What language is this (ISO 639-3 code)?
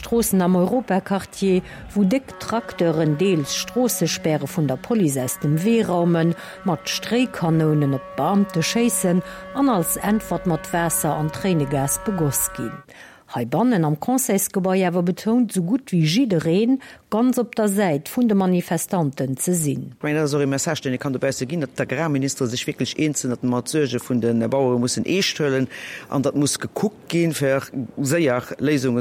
ltz